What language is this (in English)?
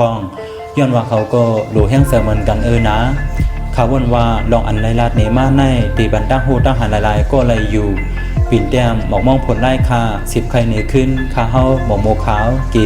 Shan